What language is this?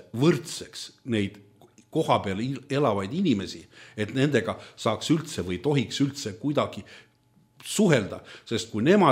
Estonian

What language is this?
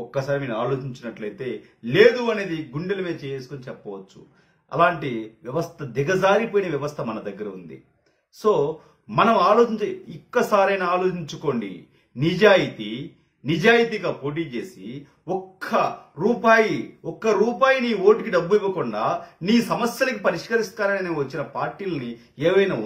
Telugu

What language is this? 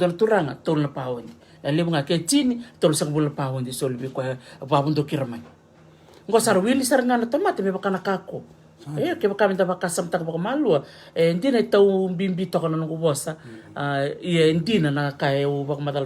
Fijian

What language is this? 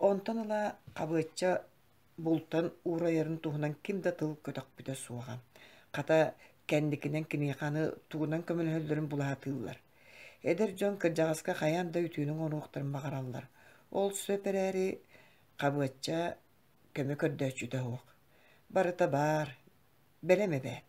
Yakut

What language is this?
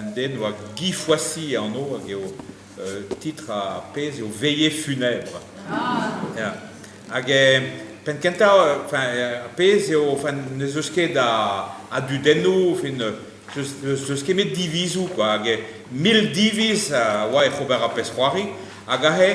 Breton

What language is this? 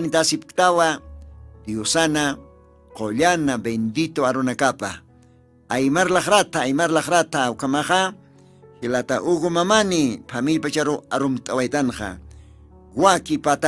Aymara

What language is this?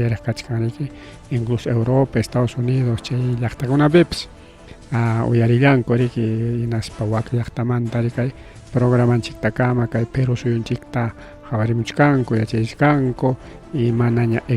Ayacucho Quechua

